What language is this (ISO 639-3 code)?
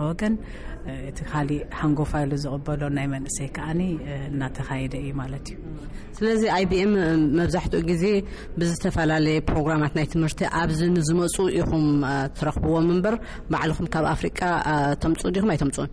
tir